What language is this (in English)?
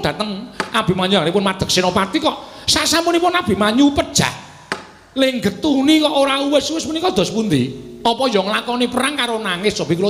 Javanese